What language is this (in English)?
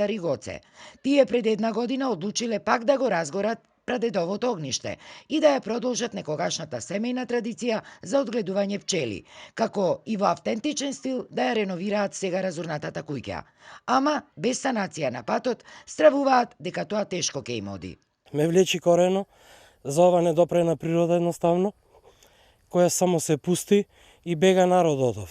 Macedonian